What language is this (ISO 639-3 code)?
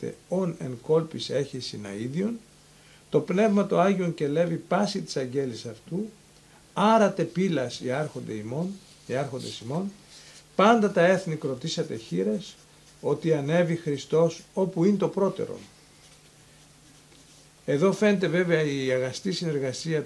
ell